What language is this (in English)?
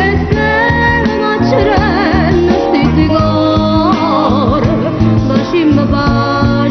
Neapolitan